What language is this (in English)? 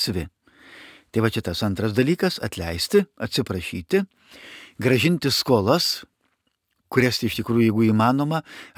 Lithuanian